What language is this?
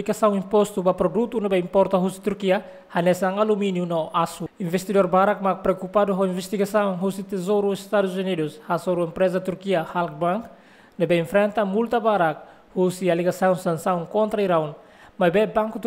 Tetum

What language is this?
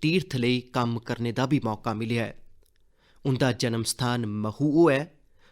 Dogri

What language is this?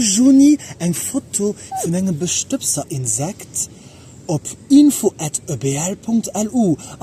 Luxembourgish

